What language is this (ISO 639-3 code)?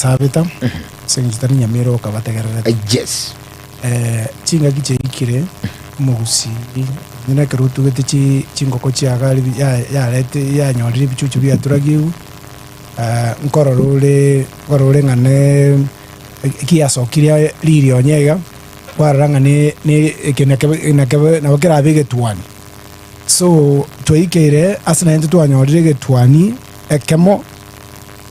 guz